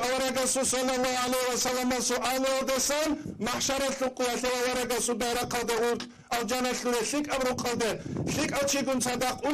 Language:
Avaric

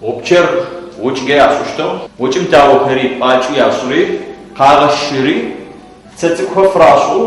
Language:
Adyghe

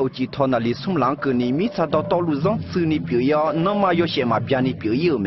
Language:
Akha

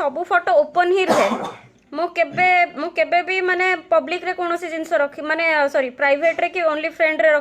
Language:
Odia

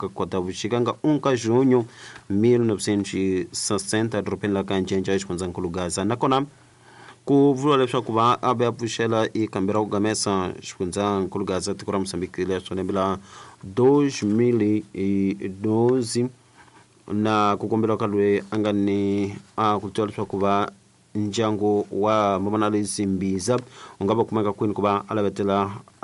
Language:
Tsonga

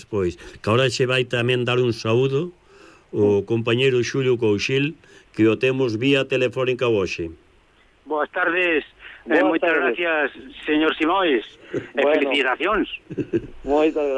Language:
Galician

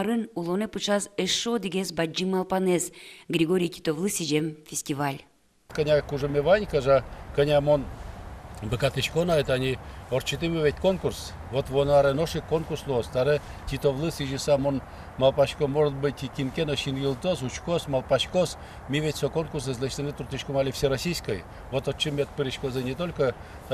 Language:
Udmurt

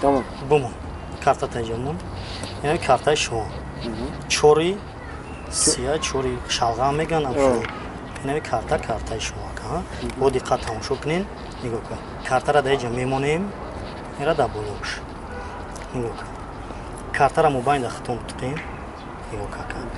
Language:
Tajik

